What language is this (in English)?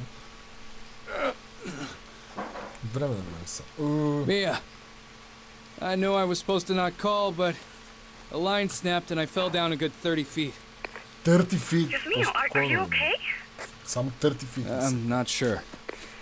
Bulgarian